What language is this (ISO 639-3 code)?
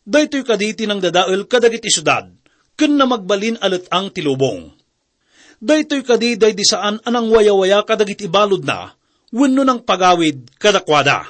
ilo